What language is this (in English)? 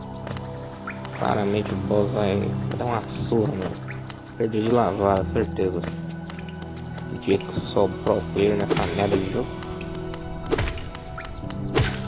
Portuguese